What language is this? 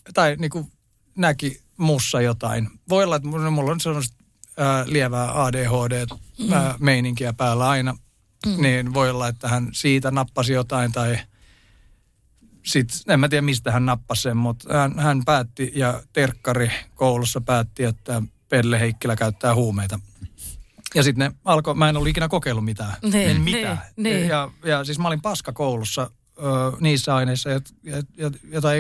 Finnish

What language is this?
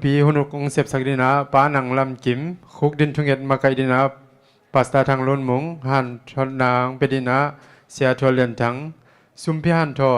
Tedim Chin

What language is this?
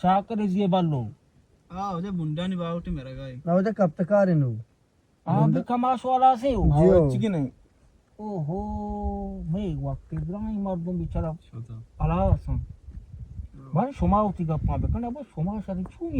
Baluchi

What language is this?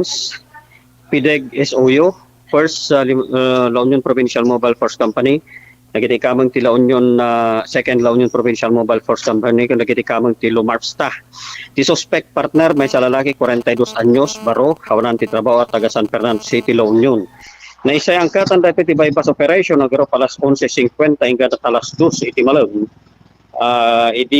Iloko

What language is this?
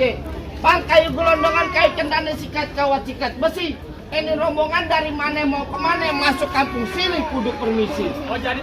Betawi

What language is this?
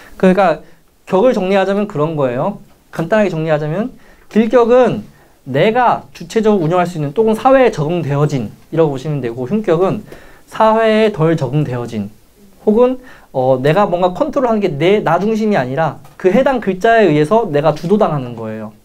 Korean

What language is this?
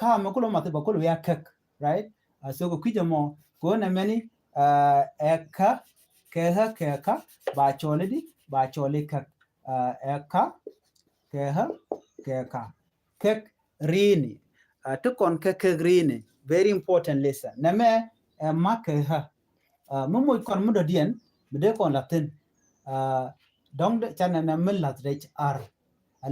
Nuer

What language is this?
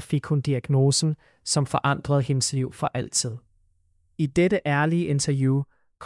Danish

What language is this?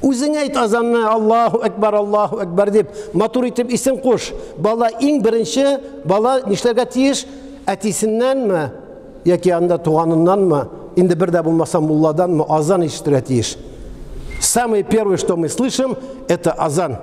Tatar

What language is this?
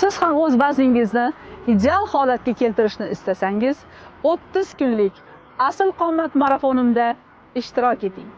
Uzbek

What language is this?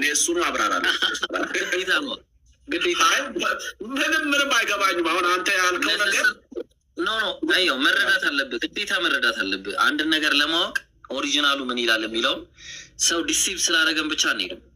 Amharic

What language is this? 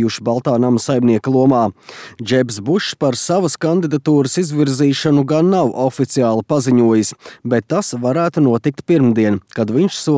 Latvian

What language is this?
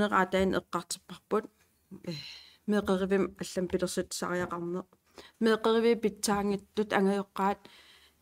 Kalaallisut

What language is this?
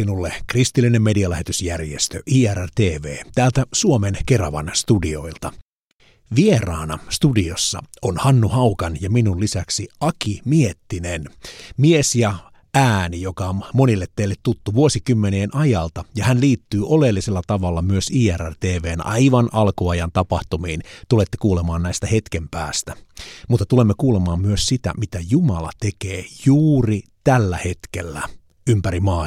Finnish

